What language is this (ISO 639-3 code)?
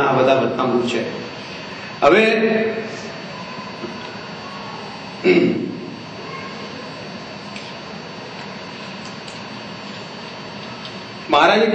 guj